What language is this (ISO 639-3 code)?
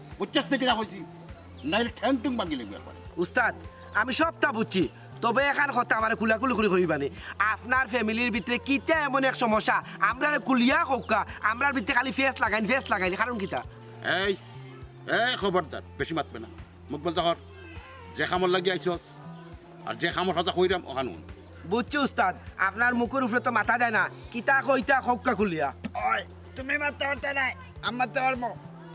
syl